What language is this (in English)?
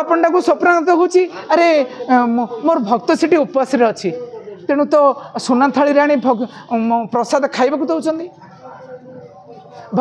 Odia